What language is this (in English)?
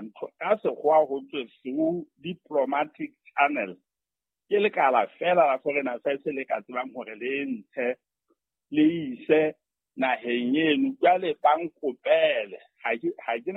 Southern Sotho